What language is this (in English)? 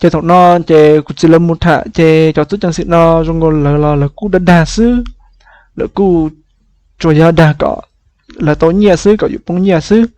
Hmong